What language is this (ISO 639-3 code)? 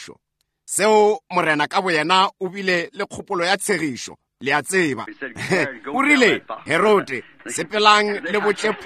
nso